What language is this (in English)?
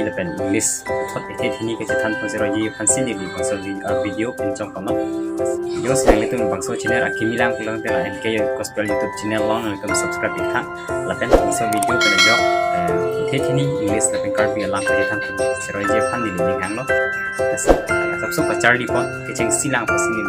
Karbi